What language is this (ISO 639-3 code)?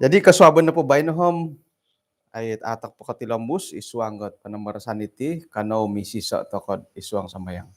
dtp